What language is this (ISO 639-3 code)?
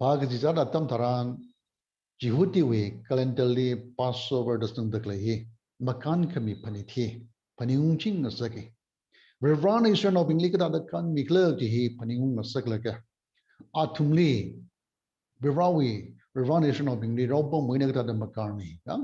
nmf